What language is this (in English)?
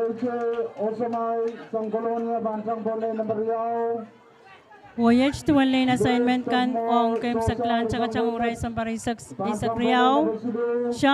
Pohnpeian